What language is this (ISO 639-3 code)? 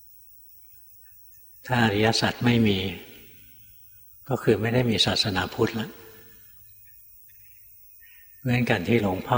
tha